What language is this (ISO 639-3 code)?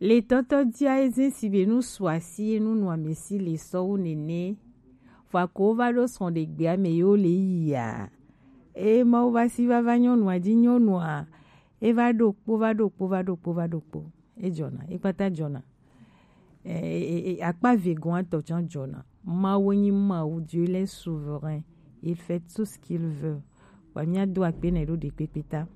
gej